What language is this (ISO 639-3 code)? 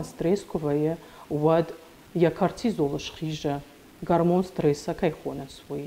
oss